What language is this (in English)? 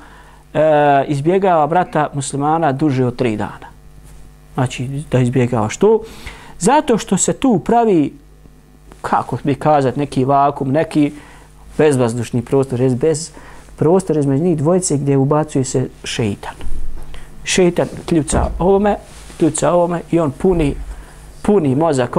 Bosnian